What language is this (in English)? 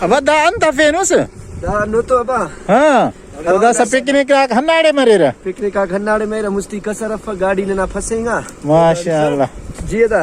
Brahui